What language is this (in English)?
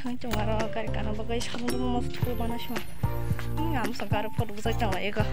Kok Borok